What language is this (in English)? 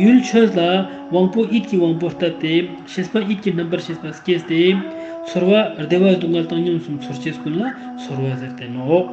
Ladakhi